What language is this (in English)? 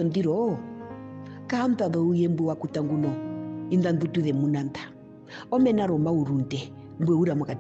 Herero